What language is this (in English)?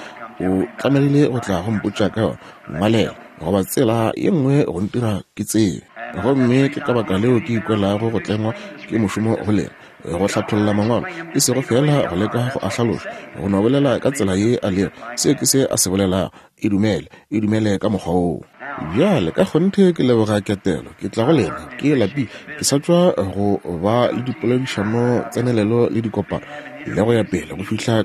Northern Sotho